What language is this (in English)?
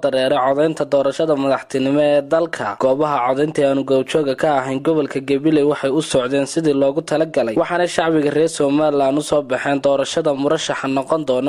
Somali